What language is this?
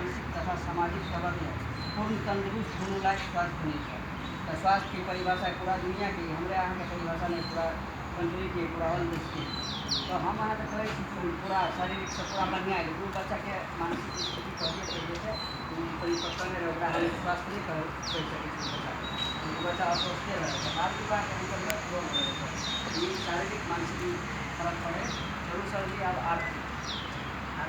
Maithili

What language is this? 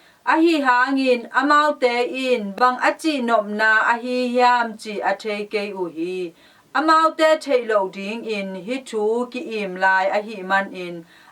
Tedim Chin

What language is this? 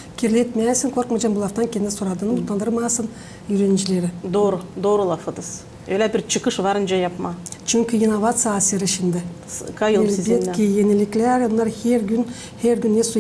Gagauz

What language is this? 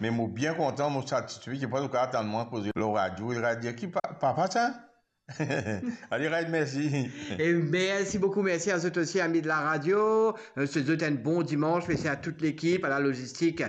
Morisyen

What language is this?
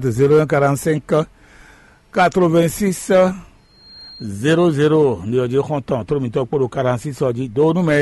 Fon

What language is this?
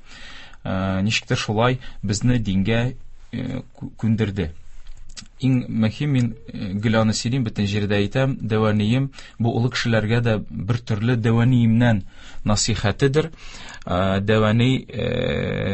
Tatar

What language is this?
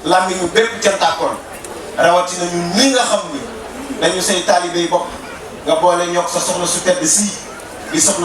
Wolof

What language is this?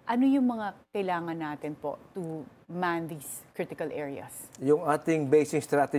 Filipino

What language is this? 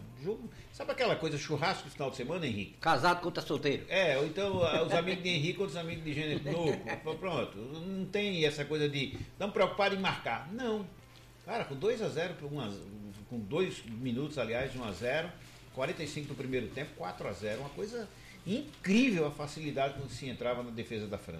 Portuguese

